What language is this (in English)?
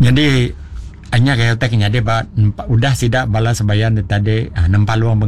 Iban